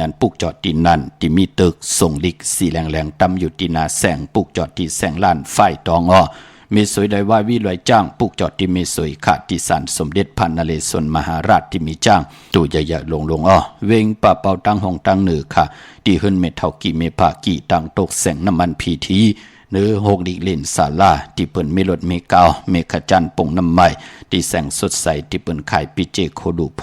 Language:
Shan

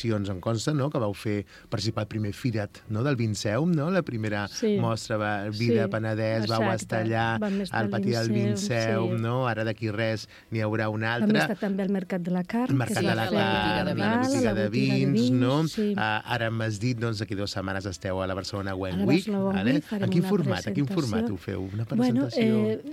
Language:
Catalan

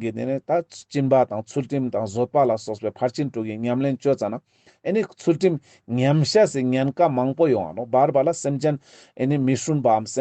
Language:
Ladakhi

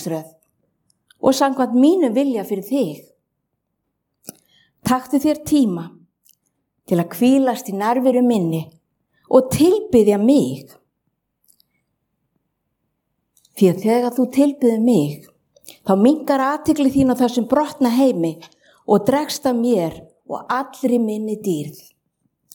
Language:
Icelandic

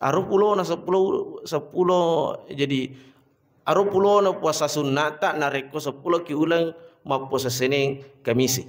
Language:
Buginese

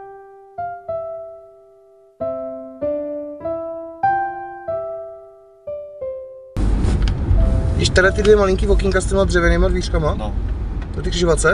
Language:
Czech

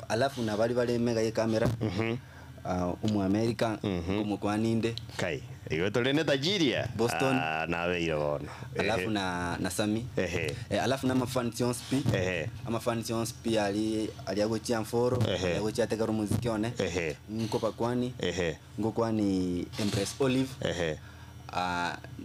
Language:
Gusii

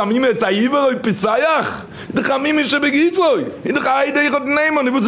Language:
Yiddish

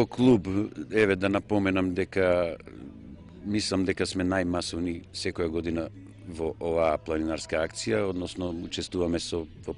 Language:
Macedonian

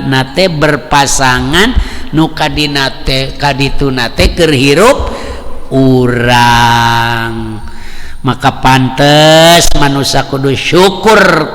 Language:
Sundanese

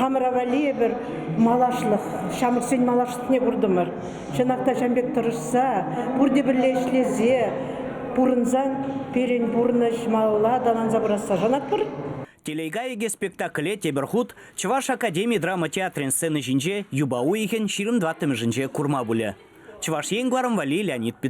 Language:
Chuvash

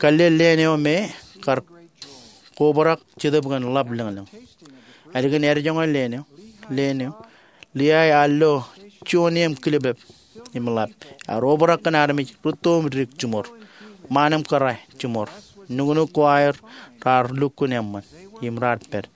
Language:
Marshallese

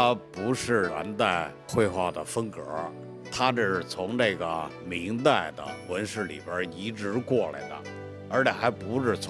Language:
Chinese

